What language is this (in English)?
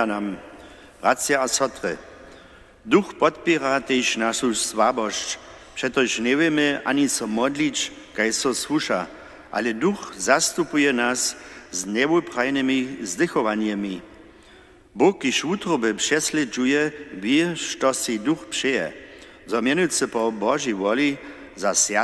Upper Sorbian